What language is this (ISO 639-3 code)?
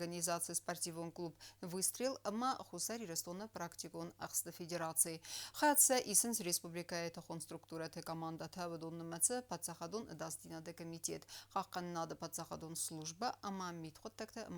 oss